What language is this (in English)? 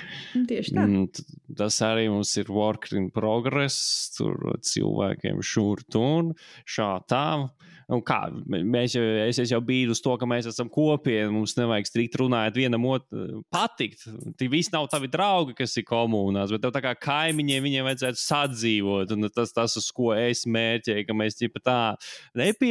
Latvian